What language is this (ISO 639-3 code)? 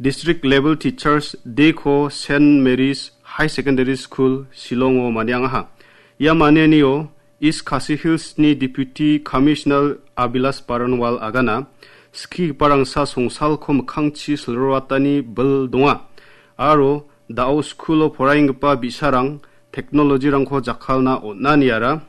grt